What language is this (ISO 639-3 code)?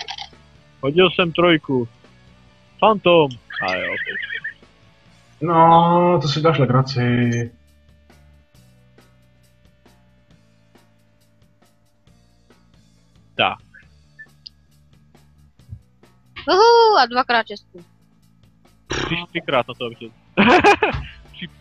ces